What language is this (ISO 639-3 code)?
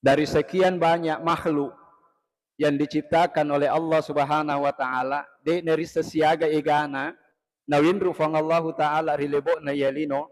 bug